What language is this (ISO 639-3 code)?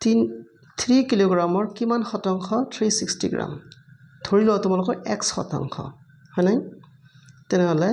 asm